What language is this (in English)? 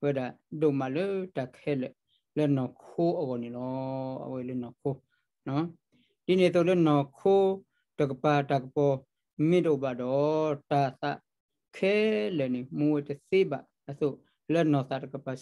S'gaw Karen